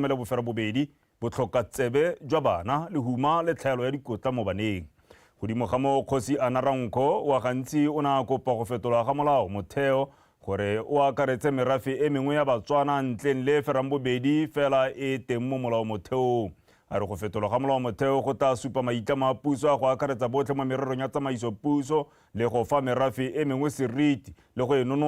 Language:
Tswana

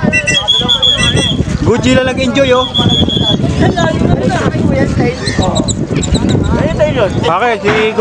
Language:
Filipino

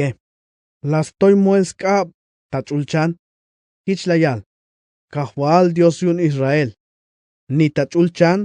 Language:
Tzeltal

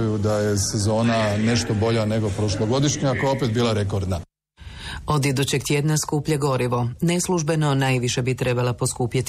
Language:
Croatian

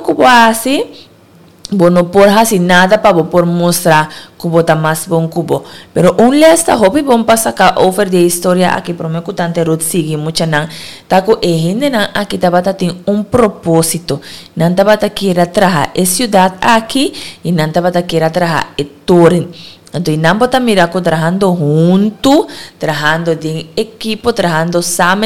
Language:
Papiamento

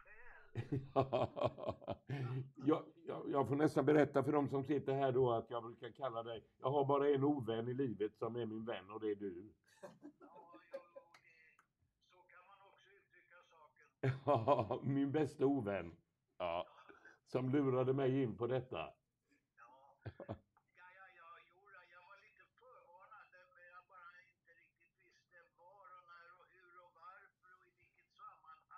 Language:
Swedish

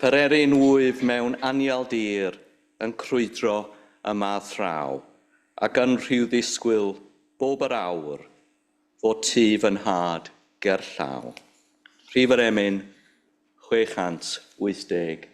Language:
Welsh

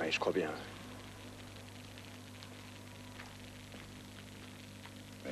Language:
French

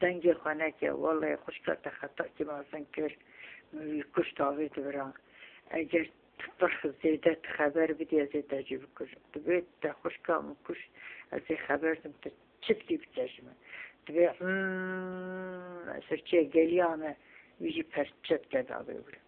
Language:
Kurdish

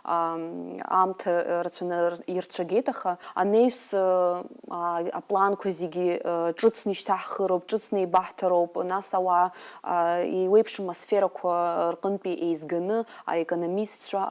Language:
Abkhazian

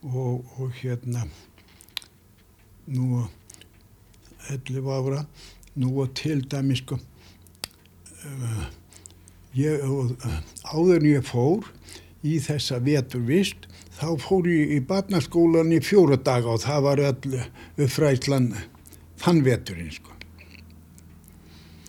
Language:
Icelandic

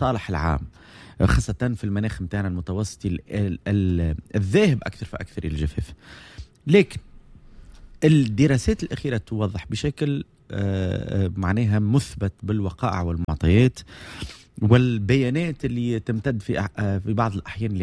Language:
Tunisian Arabic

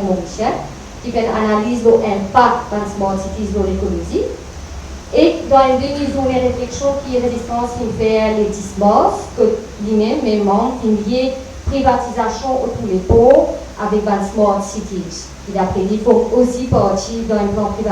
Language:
Morisyen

